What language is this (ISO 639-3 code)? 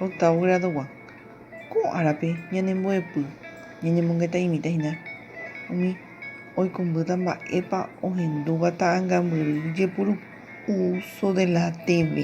grn